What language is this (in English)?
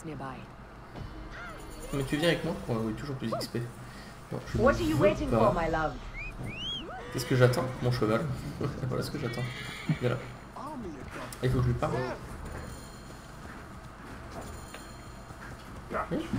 French